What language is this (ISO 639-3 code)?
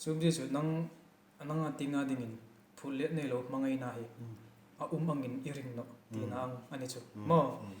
hmr